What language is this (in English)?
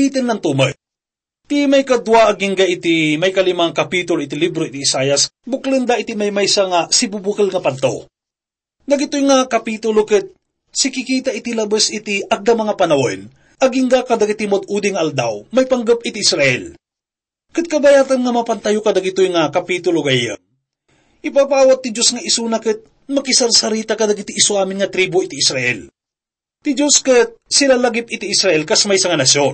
Iloko